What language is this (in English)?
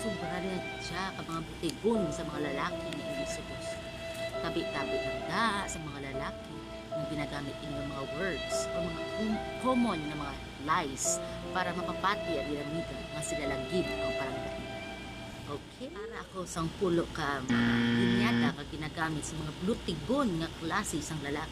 Hiligaynon